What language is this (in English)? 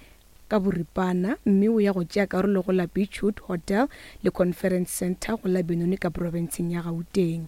Northern Sotho